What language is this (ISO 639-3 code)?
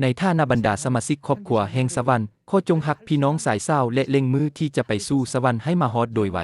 lao